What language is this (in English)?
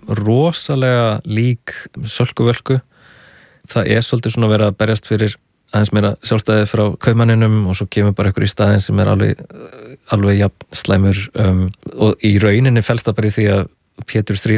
Icelandic